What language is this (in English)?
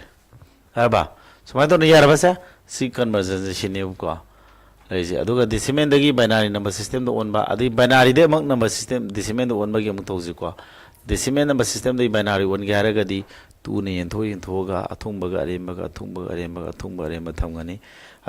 Manipuri